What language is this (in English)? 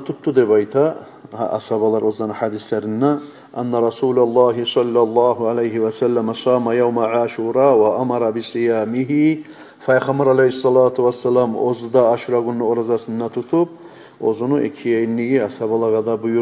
Kumyk